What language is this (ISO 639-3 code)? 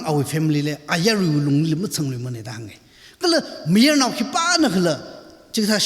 nmf